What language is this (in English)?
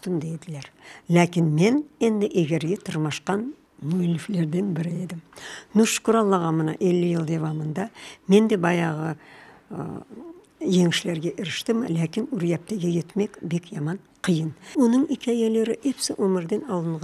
Crimean Tatar